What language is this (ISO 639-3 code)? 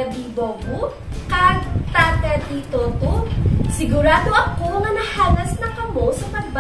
hil